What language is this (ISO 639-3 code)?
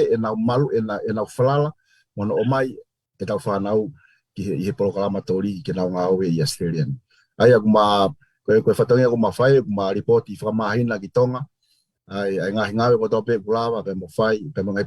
ton